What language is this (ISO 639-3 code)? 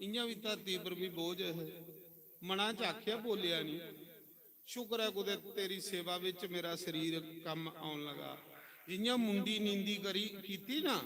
doi